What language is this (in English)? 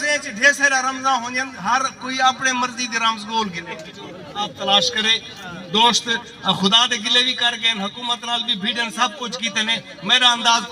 Saraiki